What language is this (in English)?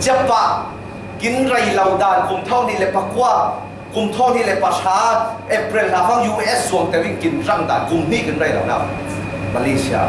Falam Chin